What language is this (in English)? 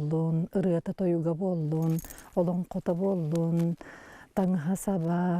Yakut